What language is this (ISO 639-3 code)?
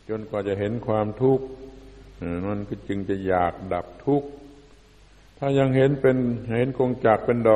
tha